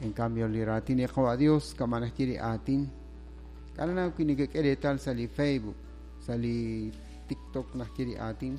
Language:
Kekchí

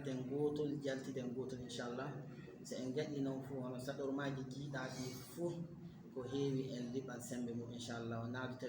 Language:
Fula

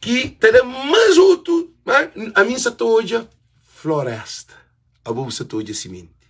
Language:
Kabuverdianu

